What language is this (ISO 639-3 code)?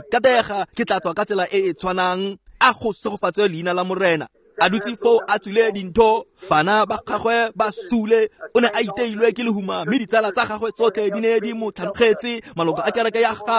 tsn